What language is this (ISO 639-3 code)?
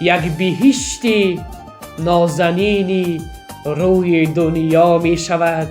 tgk